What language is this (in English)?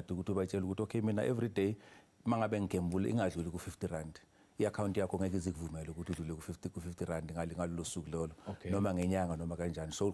Zulu